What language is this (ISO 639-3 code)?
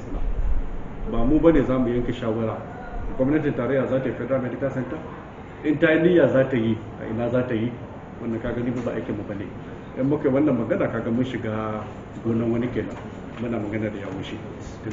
hau